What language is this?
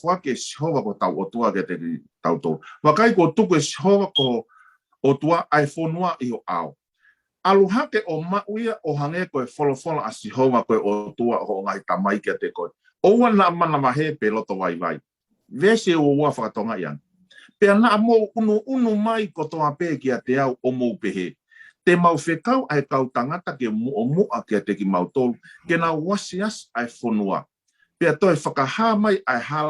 Tongan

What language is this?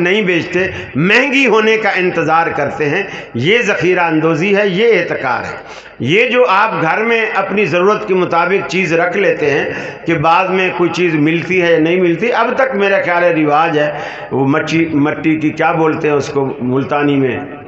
Urdu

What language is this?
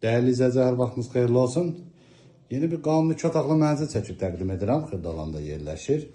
Azerbaijani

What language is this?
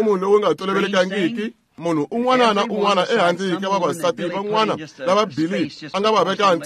Tsonga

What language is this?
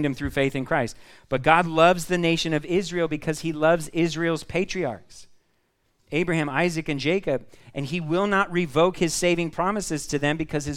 English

